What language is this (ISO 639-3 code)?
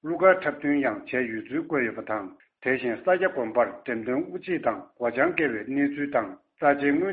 bod